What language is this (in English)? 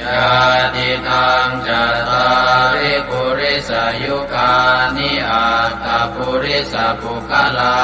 Pali